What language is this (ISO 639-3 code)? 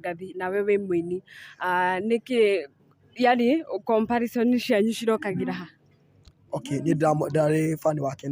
kik